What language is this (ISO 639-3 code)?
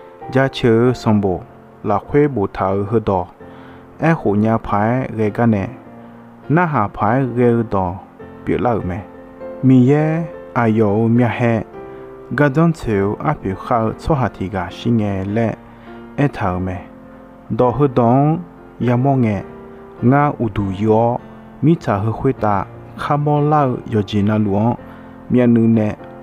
ahk